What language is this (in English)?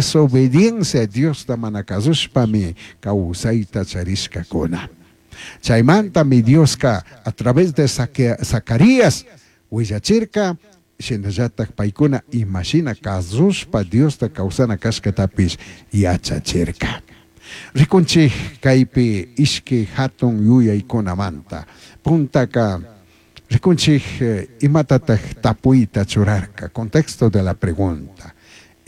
Chimborazo Highland Quichua